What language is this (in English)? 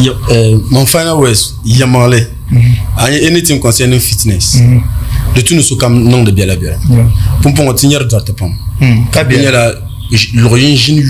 Dagbani